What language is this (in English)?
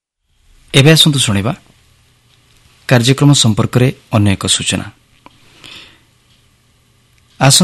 Odia